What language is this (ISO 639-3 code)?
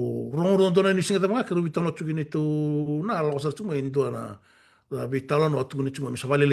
fij